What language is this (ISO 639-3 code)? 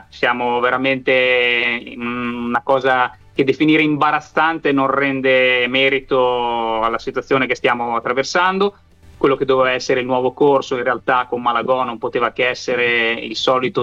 ita